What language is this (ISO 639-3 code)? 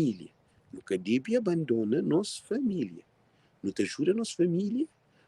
kea